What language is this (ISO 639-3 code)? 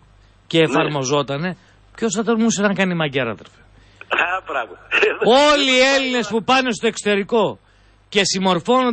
ell